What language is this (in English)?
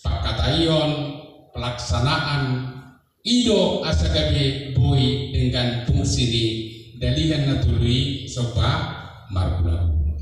Batak Toba